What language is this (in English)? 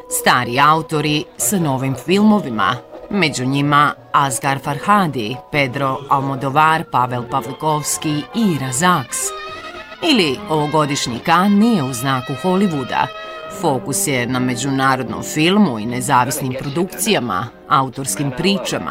Bosnian